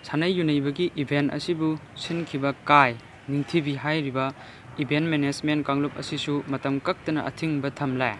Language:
Manipuri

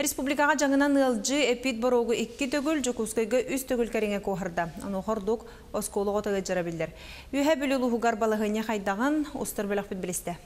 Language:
Yakut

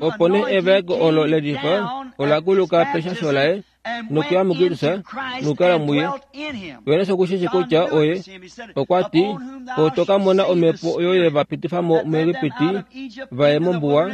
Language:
Kuanyama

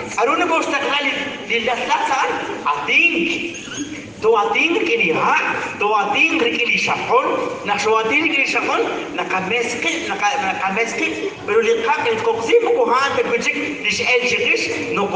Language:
Kekchí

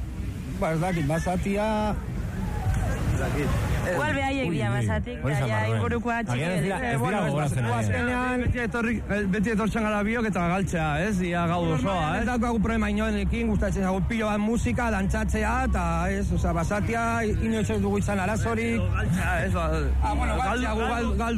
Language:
Basque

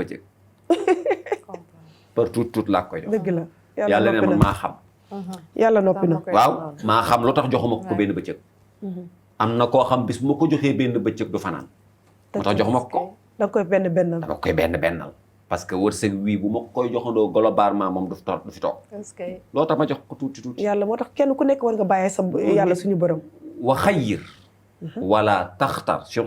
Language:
Wolof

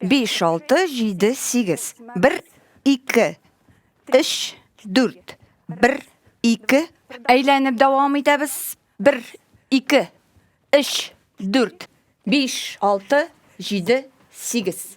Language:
Tatar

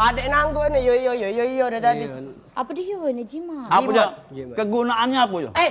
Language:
Musi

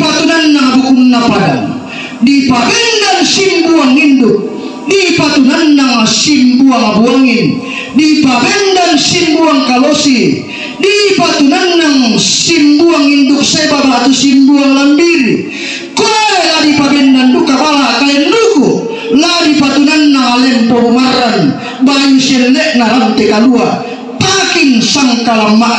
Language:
Toraja-Sa'dan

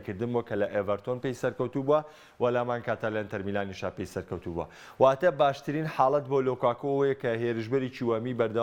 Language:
Central Kurdish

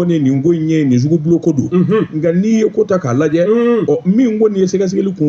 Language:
Bambara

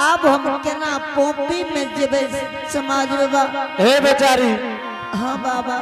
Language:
Angika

